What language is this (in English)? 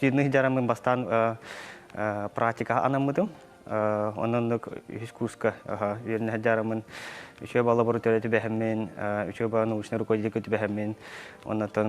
Yakut